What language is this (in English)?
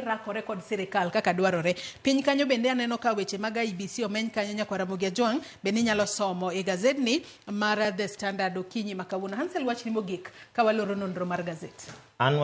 Luo (Kenya and Tanzania)